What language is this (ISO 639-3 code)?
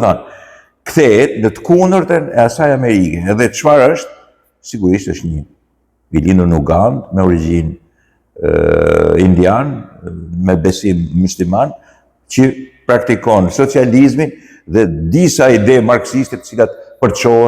sqi